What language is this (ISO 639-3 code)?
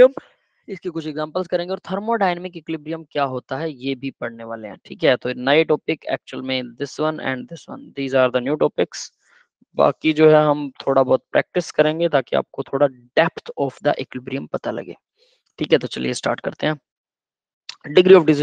hin